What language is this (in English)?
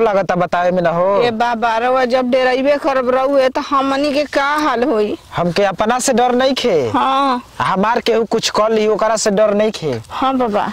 Bhojpuri